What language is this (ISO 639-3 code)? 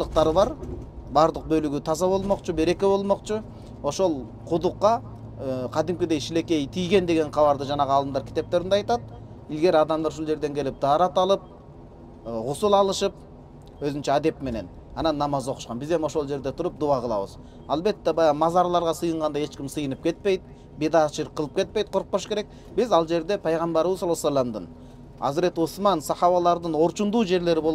kir